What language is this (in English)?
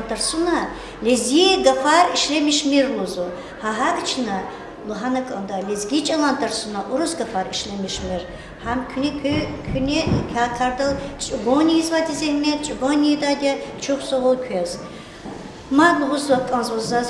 Lezghian